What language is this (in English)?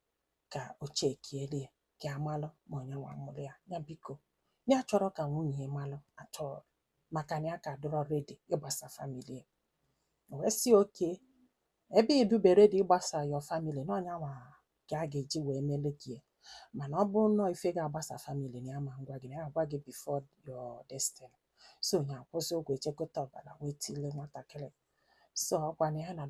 Igbo